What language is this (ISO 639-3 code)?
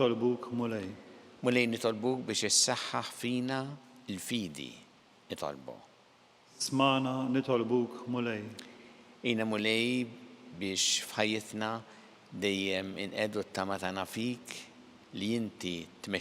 mlt